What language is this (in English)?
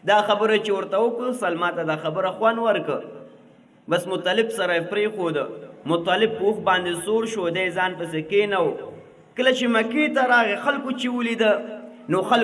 Pashto